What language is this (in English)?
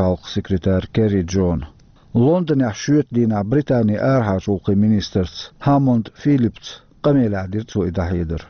Chechen